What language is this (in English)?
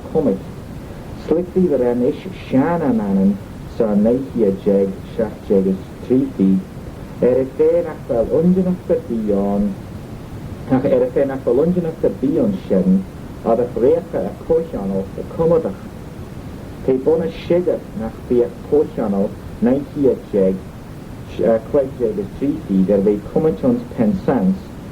Manx